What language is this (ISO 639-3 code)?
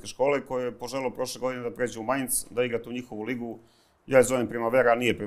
srp